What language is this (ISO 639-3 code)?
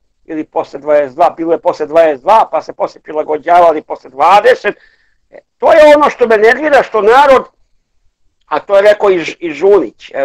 srp